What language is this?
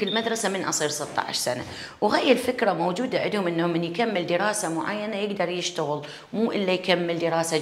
Mesopotamian Arabic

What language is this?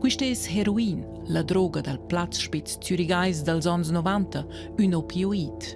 Romansh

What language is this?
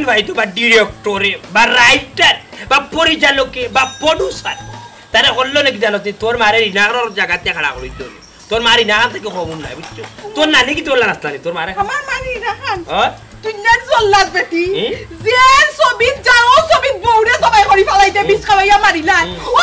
Sylheti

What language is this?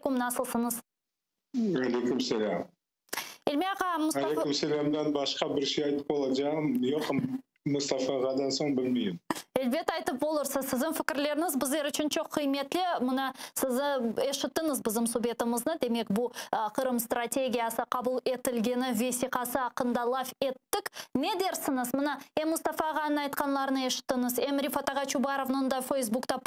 Crimean Tatar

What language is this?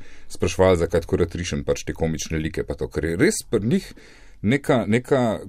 Slovenian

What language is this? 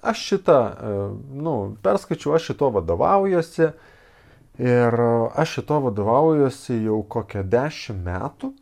Lithuanian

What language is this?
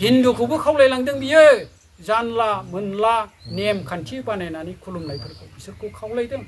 Bodo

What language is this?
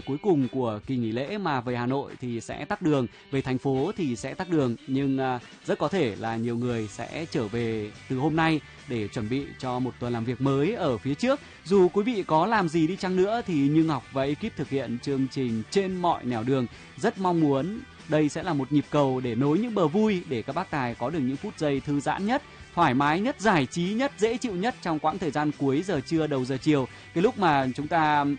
Vietnamese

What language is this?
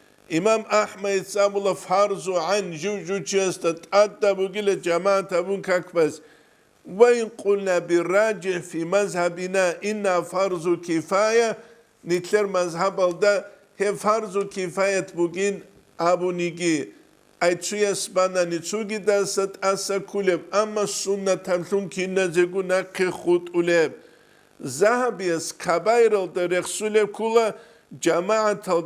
Avaric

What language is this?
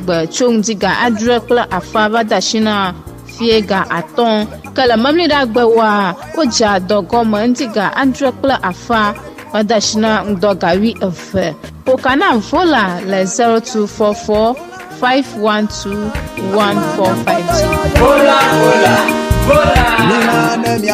Ewe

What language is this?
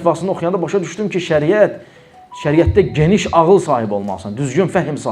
Azerbaijani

